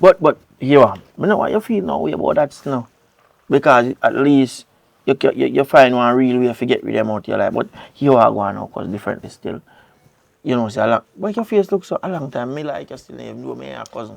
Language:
Jamaican Creole English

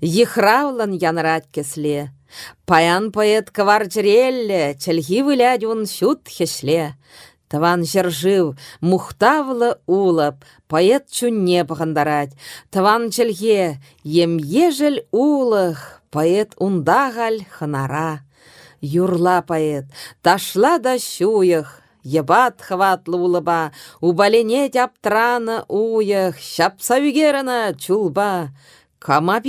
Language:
Chuvash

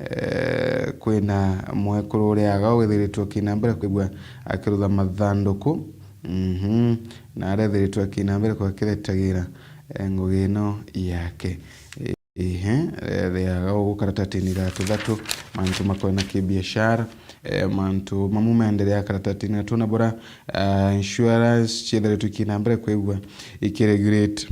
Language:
Meru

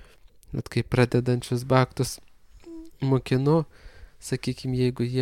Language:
Lithuanian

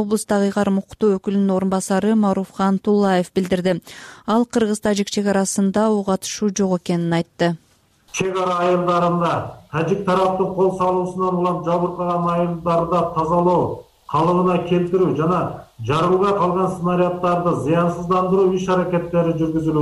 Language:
Kyrgyz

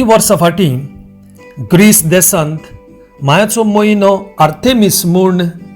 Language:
Konkani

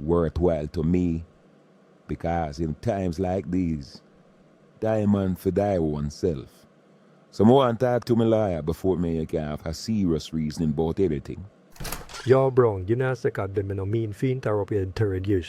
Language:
Jamaican Creole English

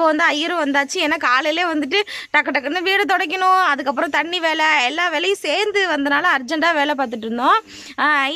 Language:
Tamil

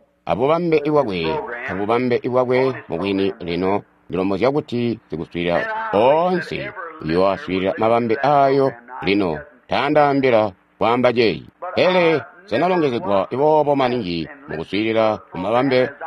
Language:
Tonga (Zambia)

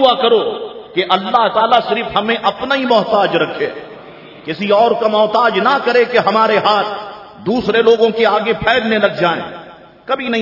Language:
Urdu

